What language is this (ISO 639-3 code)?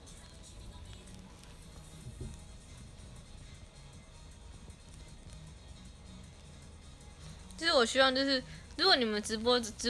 zho